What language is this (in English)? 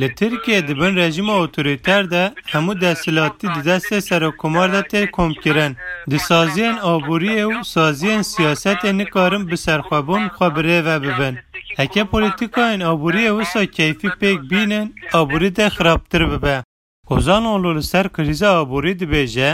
Kurdish